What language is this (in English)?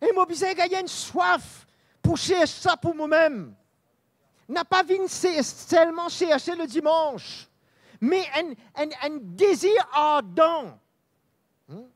Morisyen